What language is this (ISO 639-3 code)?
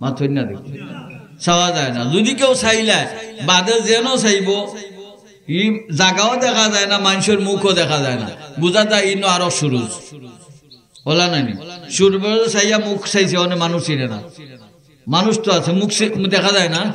syl